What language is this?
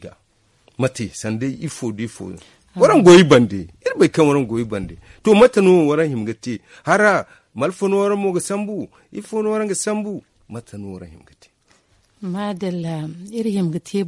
Zarma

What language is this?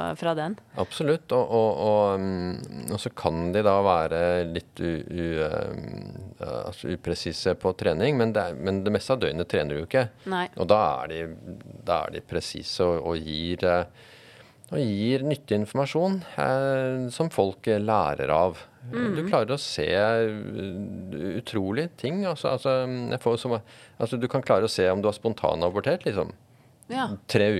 Norwegian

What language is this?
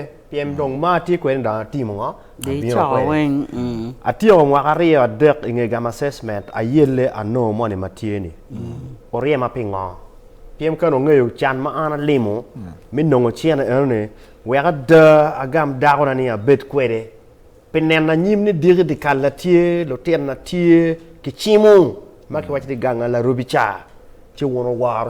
Acoli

